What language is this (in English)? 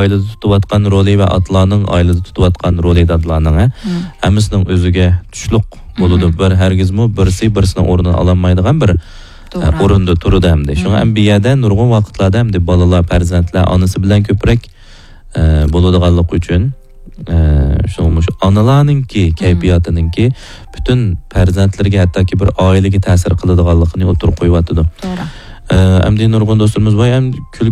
Uyghur